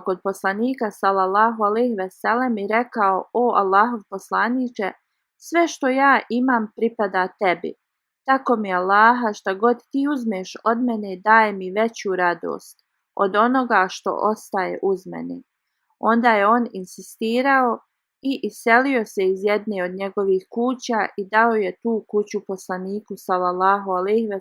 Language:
Bosnian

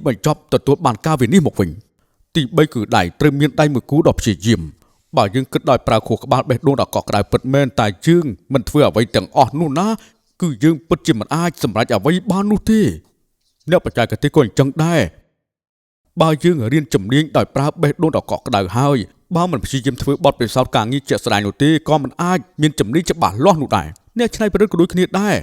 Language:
Khmer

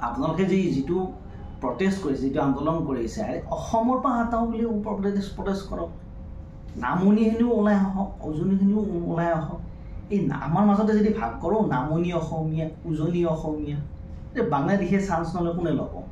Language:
Assamese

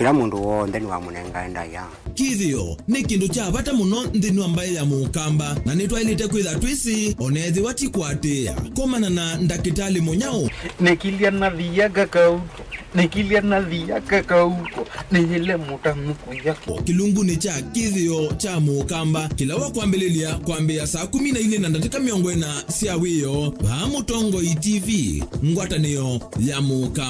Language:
Kamba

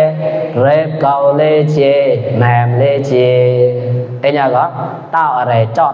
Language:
Mon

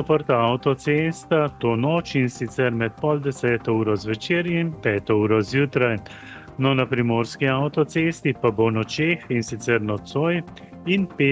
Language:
Slovenian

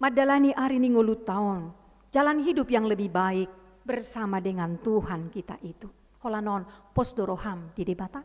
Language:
Batak Toba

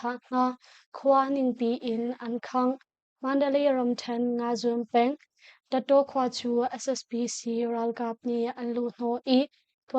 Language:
Hakha Chin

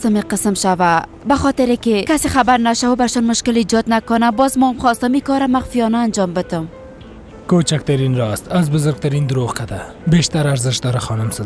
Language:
Persian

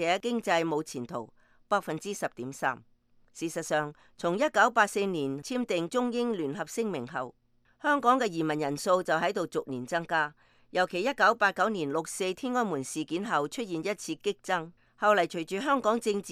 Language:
Cantonese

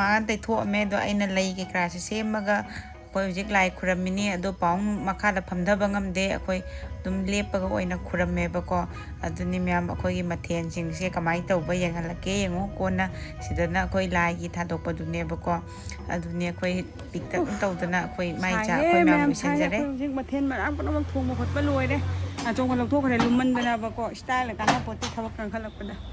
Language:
Manipuri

